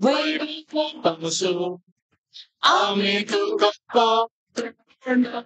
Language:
Konkani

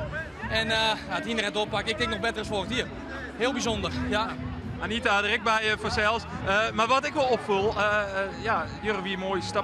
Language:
Western Frisian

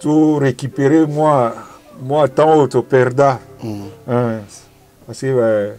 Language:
Lingala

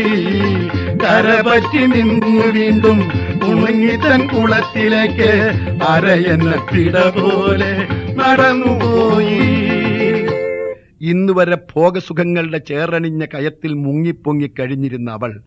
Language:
Malayalam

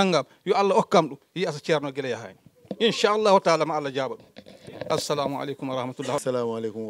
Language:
Fula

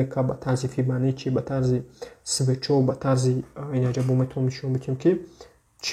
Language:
Tajik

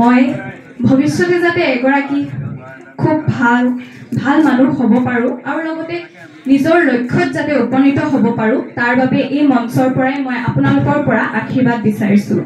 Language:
Assamese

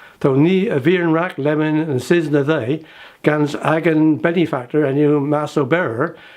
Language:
Cornish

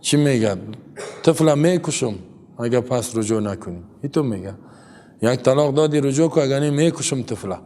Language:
Persian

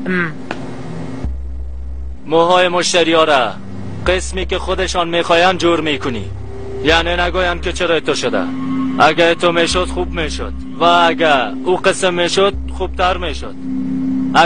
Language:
Persian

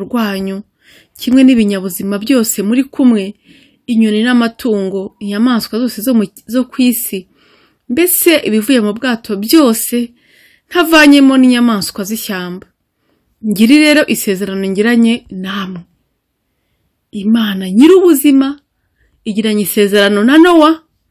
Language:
Kinyarwanda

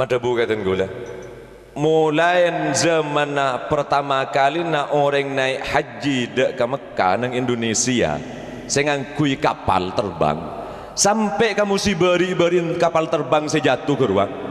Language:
Madurese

